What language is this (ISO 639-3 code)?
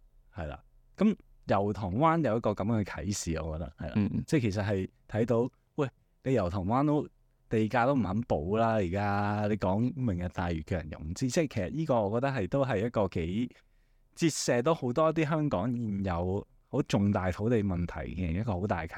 yue